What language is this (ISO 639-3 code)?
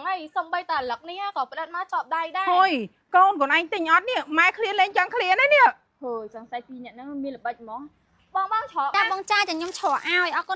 khm